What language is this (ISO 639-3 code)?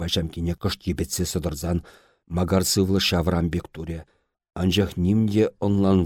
chv